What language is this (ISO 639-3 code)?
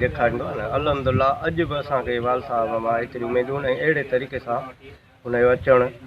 snd